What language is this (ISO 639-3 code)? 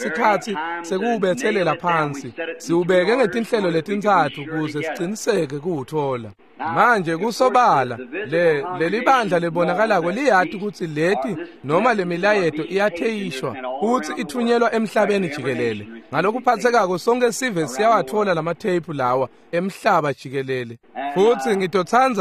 ssw